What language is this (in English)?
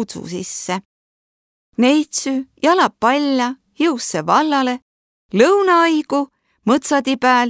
Võro